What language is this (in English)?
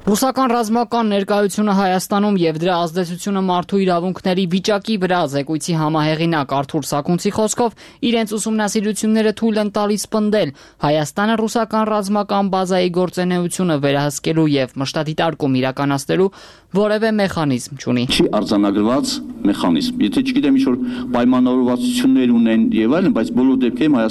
Armenian